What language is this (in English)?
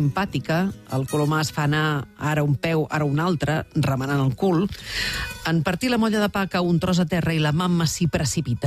Catalan